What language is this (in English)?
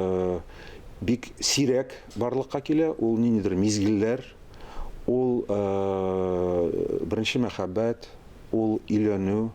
Tatar